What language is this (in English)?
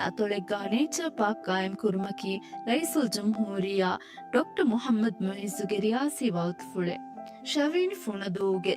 Divehi